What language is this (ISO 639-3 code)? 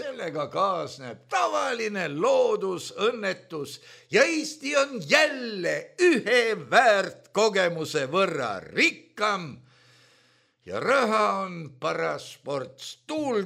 est